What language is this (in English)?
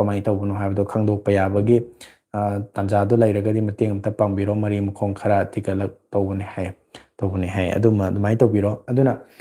Manipuri